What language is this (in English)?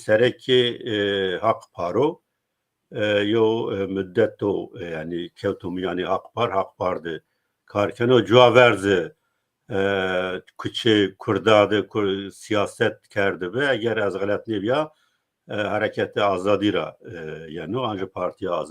Zaza